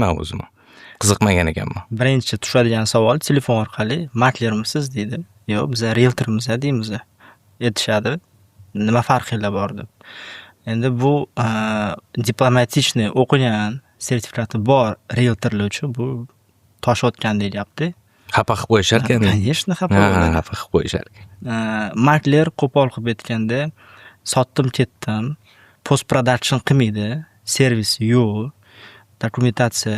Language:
Uzbek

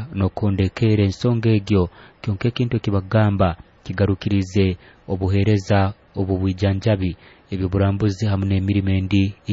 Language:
Nyoro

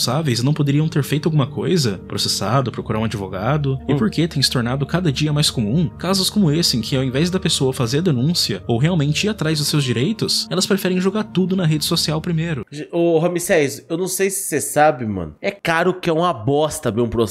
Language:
Portuguese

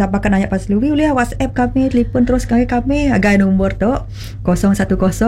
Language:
Malay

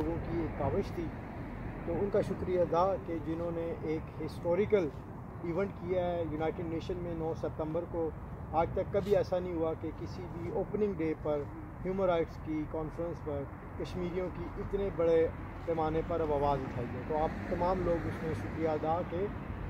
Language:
Urdu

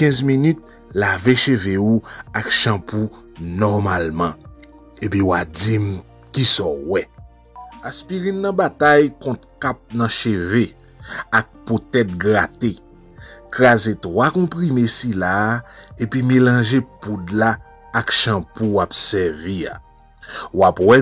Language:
Haitian Creole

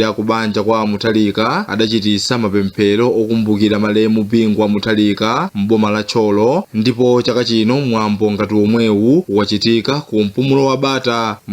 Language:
Nyanja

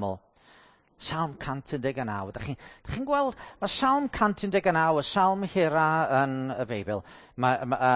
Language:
Welsh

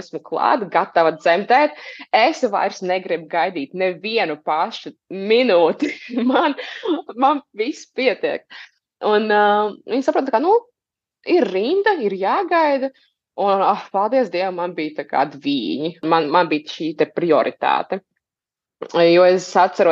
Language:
Latvian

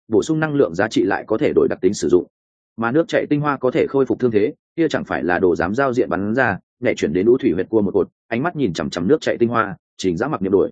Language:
Vietnamese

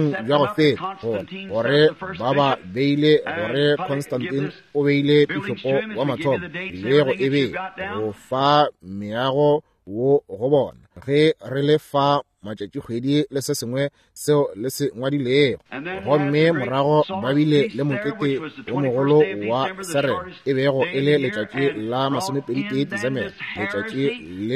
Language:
Northern Sotho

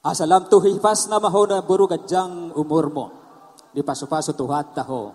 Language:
Batak Toba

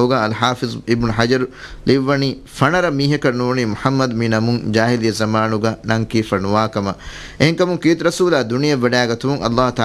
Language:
Divehi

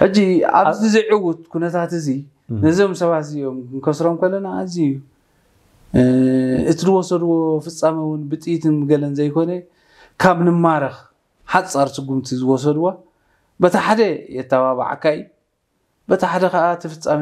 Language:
Tigrinya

